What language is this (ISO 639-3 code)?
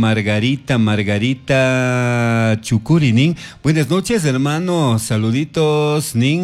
qug